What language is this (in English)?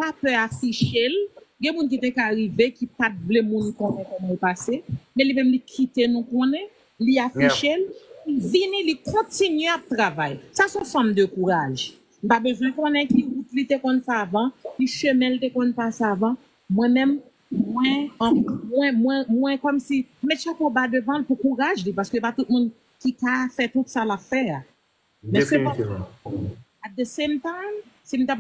Haitian Creole